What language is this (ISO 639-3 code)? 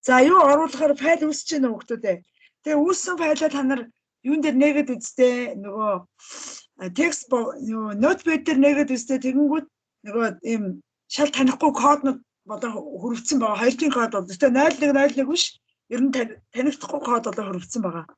mon